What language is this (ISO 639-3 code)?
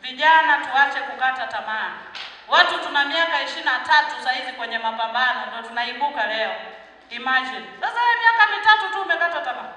swa